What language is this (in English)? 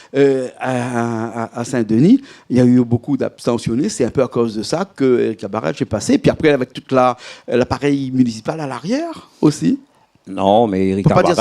Réunion Creole French